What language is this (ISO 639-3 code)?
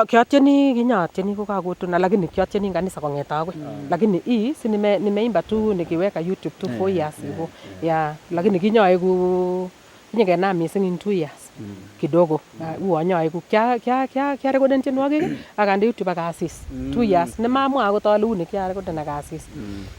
niq